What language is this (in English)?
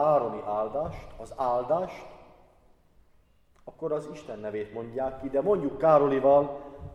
Hungarian